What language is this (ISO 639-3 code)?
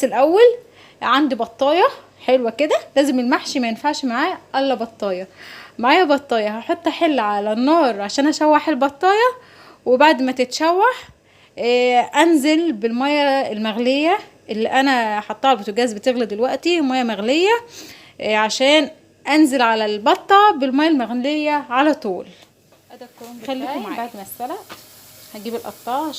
arz